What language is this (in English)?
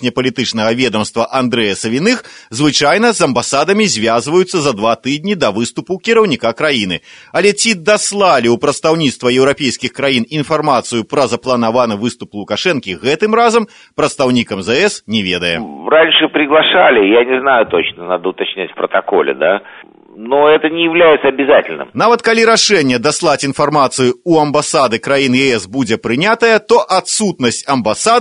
Belarusian